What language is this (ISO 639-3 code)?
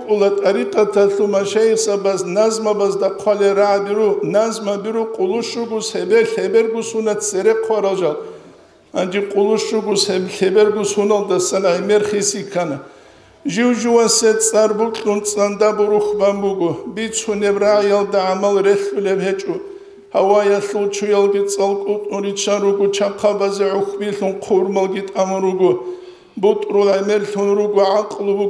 ava